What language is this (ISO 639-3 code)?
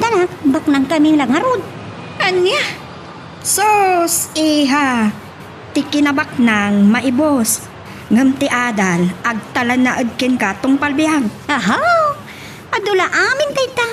ilo